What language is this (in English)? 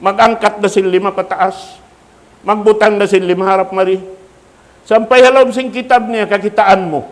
Tausug